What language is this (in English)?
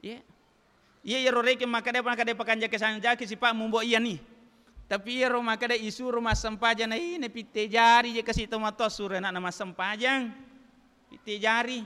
Buginese